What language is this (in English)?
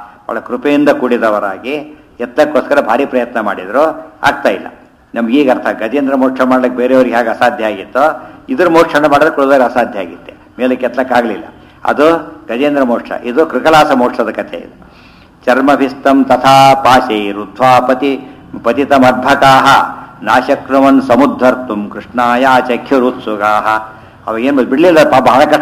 Kannada